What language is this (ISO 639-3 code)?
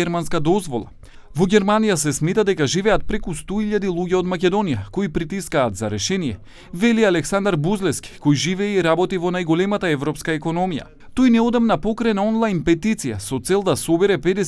mkd